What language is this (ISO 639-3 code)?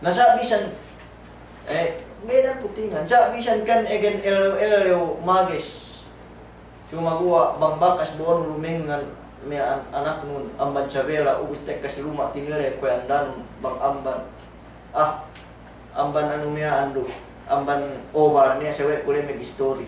yka